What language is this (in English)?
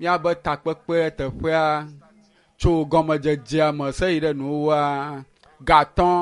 Ewe